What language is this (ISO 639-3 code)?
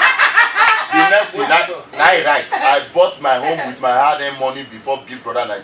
pcm